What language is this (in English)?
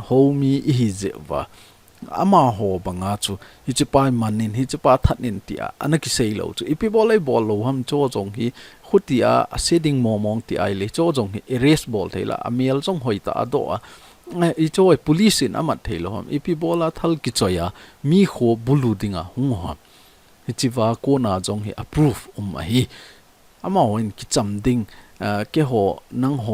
Thado Chin